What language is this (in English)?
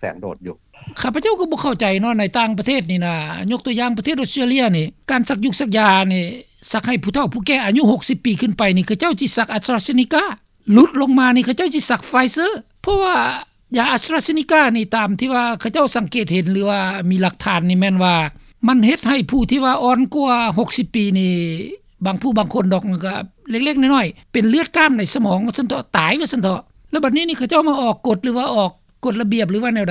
Lao